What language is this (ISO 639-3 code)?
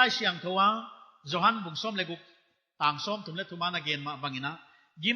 pck